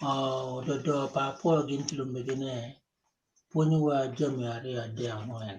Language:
Acoli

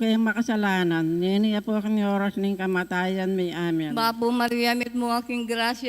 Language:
Pampanga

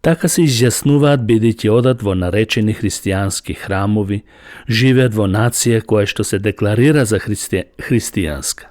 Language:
Macedonian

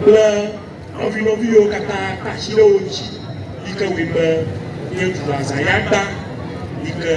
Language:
Ewe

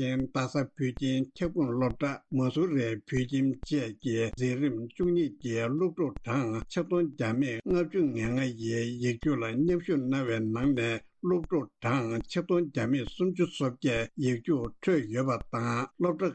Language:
Tibetan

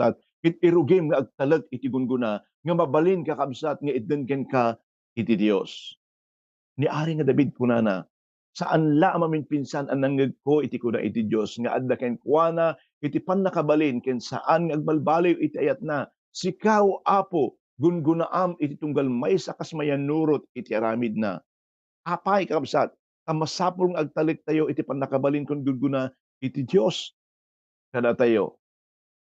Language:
Iloko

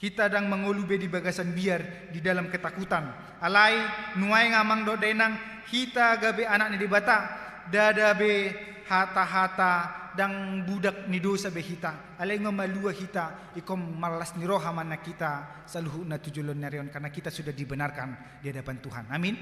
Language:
Batak Toba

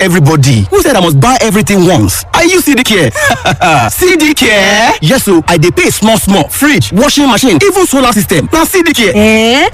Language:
Yoruba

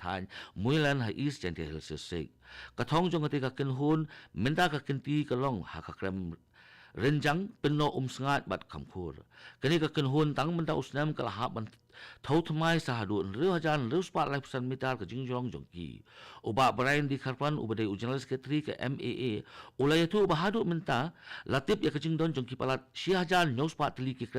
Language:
Khasi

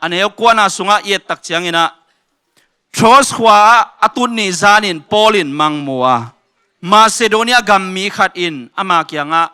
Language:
Tedim Chin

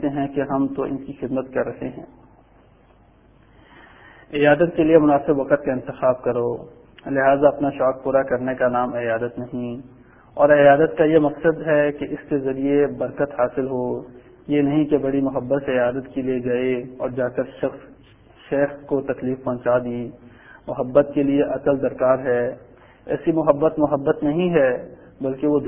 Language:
Urdu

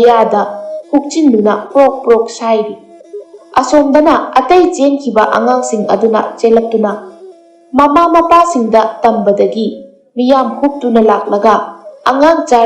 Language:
Manipuri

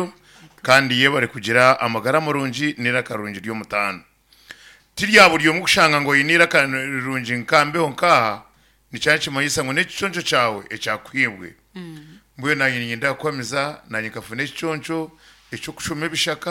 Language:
Nyankole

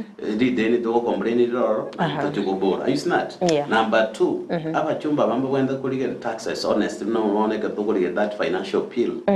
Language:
Gusii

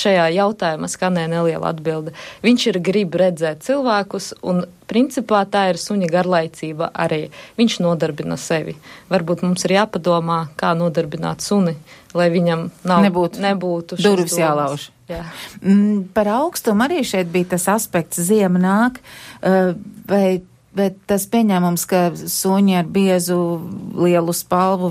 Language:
Latvian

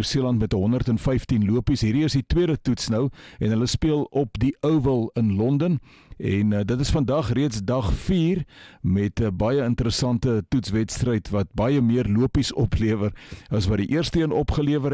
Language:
Afrikaans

